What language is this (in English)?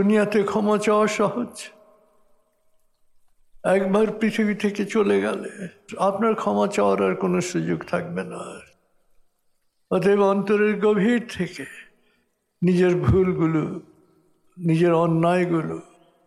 Bangla